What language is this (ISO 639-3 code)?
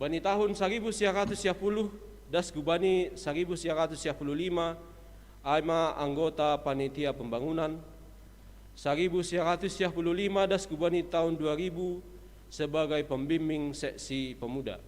bts